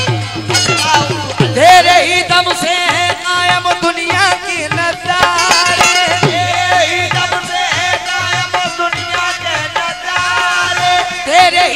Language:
Hindi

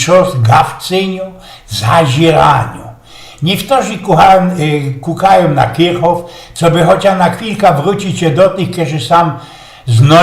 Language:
Silesian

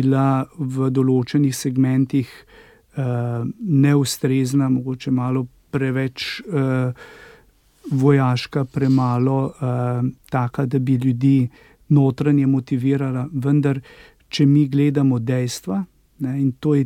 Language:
Slovenian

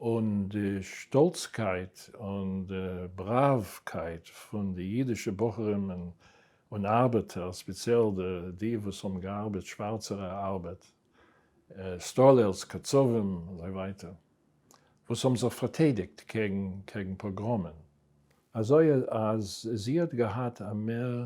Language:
Yiddish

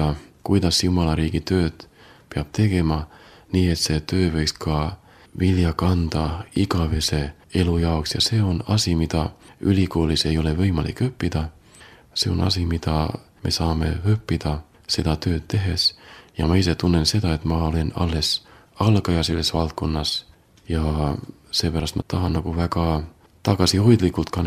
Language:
Estonian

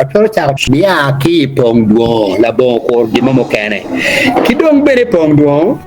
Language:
Acoli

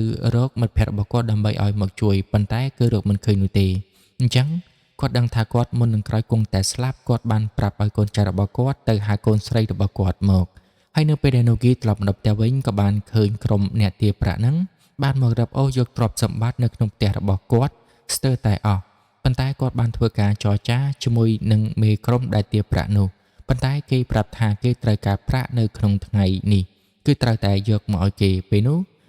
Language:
Khmer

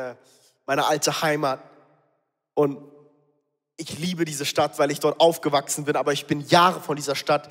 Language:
Swiss German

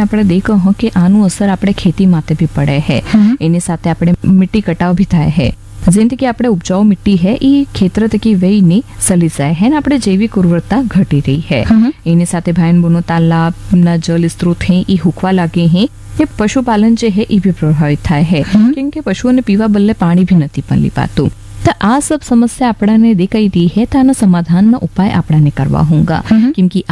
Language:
Gujarati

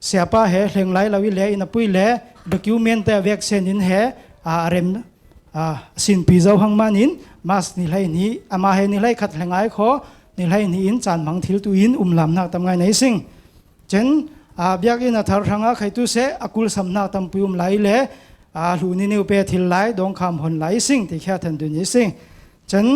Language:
Falam Chin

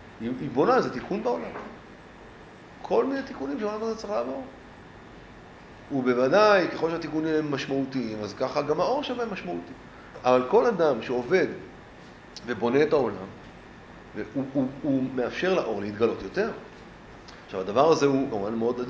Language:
Hebrew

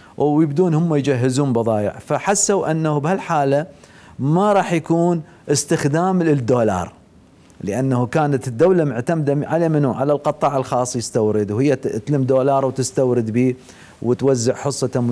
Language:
Mesopotamian Arabic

